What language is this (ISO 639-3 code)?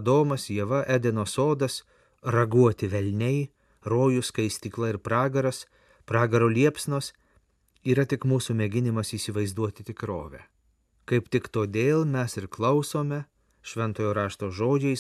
lit